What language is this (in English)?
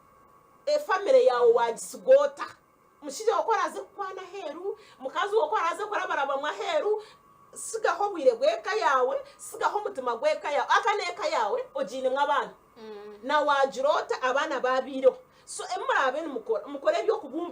Nyankole